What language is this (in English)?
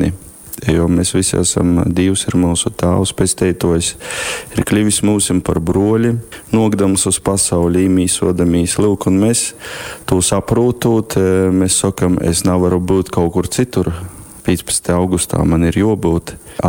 Latgalian